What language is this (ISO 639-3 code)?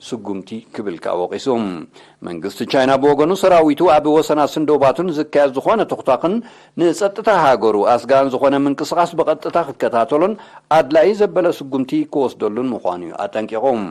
tir